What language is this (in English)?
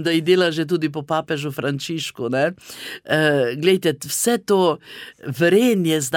Slovenian